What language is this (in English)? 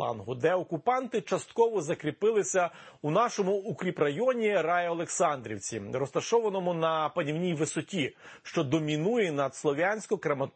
Ukrainian